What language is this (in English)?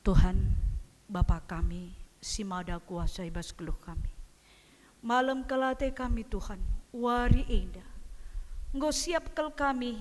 Batak Karo